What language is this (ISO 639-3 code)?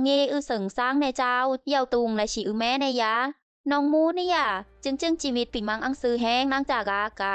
bzi